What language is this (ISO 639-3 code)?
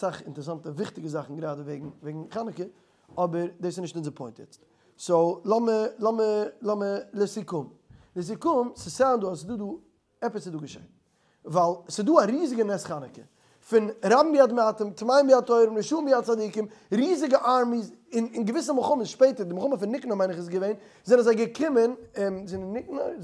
yid